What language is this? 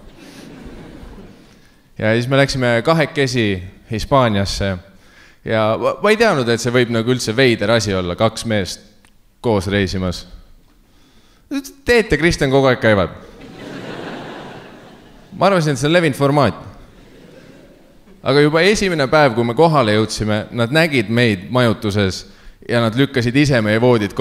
Estonian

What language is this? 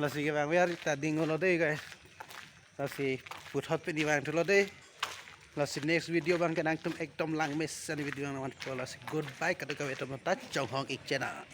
Karbi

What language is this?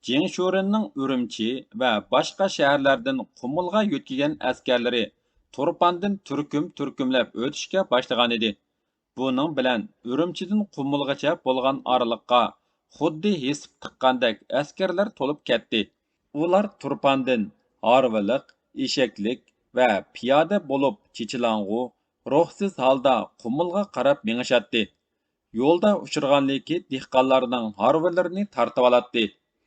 Uyghur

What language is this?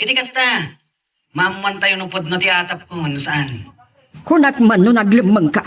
Iloko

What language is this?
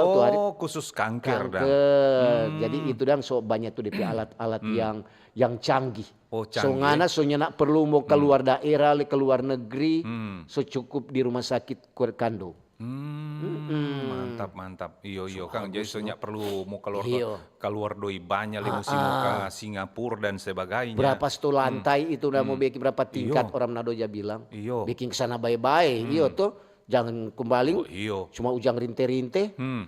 Manado Malay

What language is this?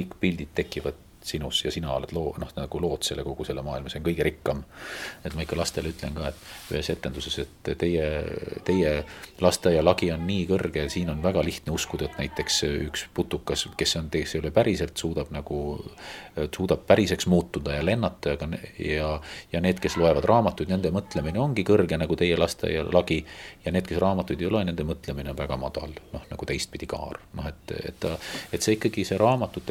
Estonian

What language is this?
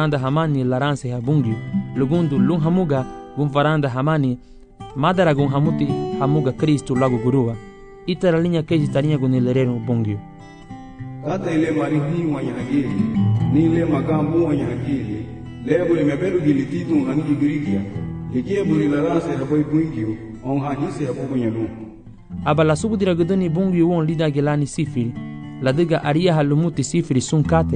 Garifuna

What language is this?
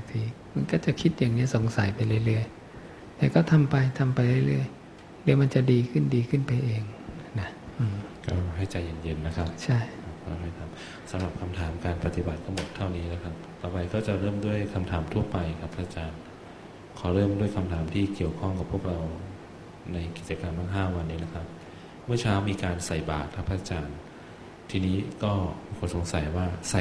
Thai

